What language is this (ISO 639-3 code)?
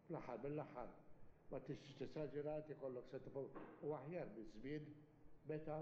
mlt